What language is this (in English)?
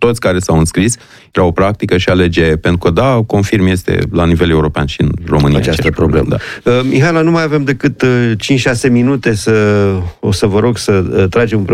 Romanian